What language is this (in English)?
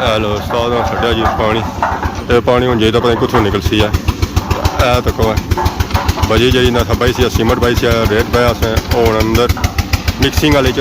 Pahari-Potwari